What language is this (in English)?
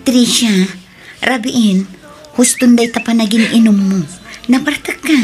Iloko